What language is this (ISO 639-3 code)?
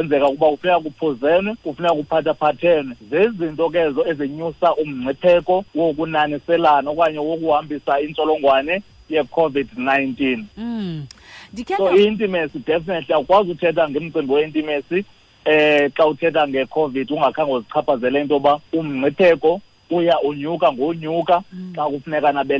xho